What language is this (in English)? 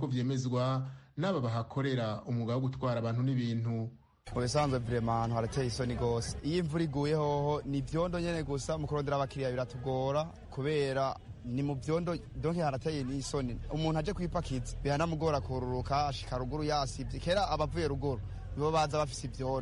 Rundi